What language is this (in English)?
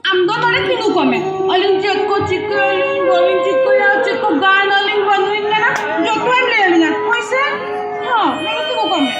Santali